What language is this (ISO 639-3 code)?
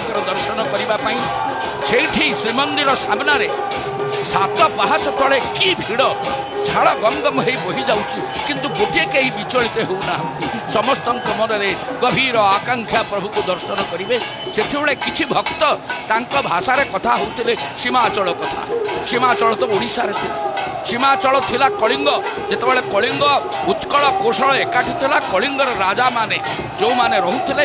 ori